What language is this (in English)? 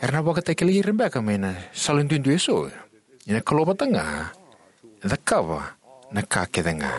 Fijian